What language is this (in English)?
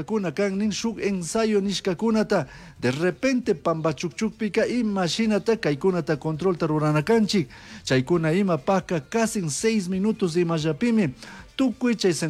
Chimborazo Highland Quichua